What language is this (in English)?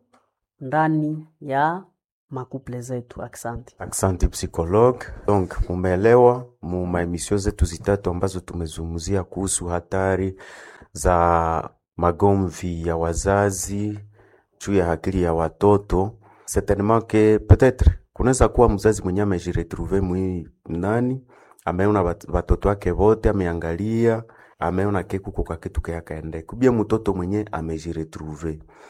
Swahili